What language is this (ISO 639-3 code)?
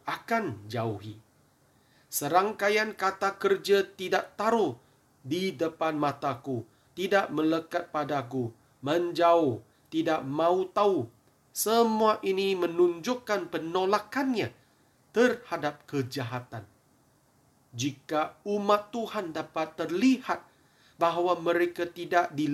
msa